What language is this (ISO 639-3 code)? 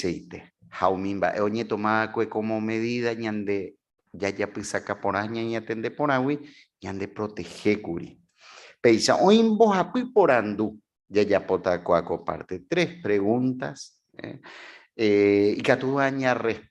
grn